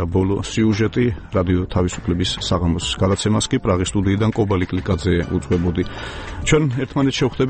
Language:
Georgian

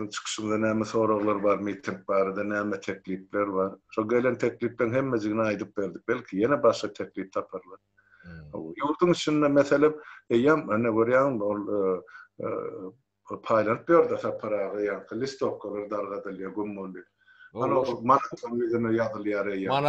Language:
Turkmen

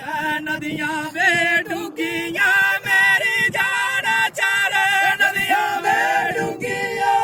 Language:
Dogri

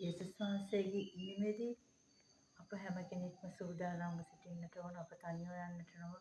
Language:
Sinhala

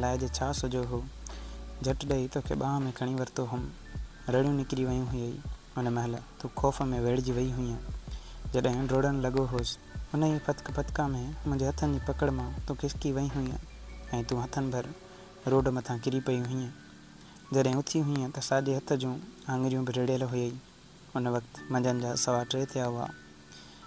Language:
Sindhi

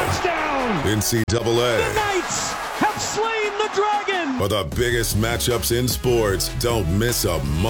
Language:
English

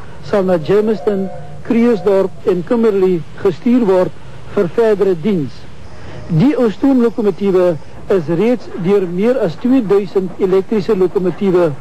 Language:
Afrikaans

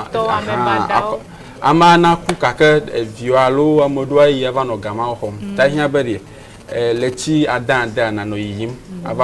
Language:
Ewe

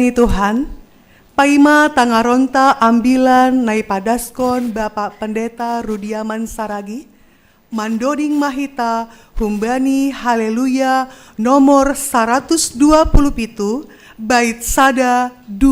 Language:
Batak Simalungun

